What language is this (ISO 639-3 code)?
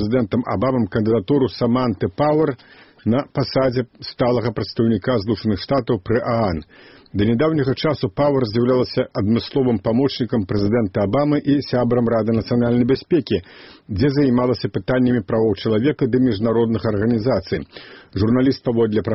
bel